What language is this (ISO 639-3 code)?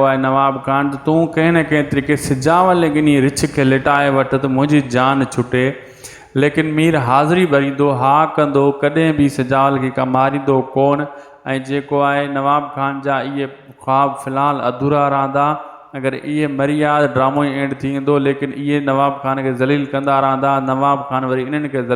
snd